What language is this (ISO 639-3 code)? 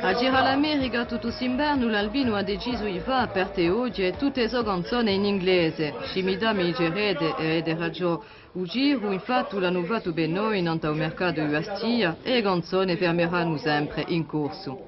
cos